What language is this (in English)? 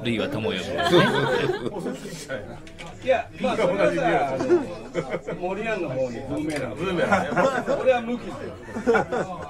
Japanese